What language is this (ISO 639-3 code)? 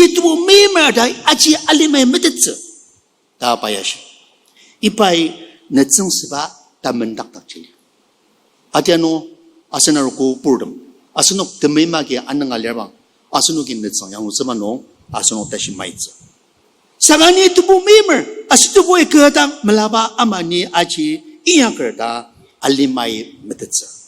njo